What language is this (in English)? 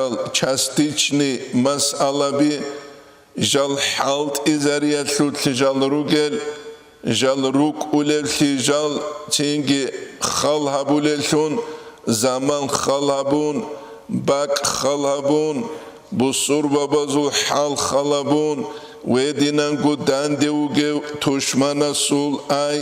Avaric